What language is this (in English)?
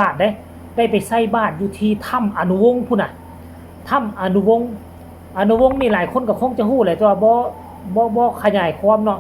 Northeastern Thai